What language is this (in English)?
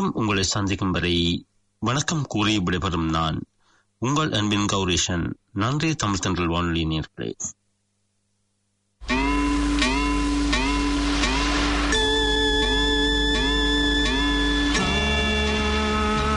Tamil